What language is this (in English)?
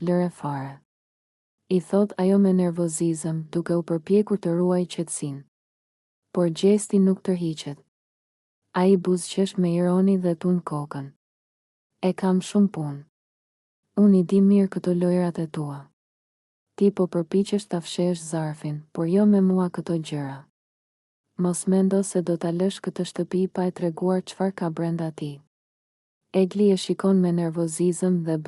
Albanian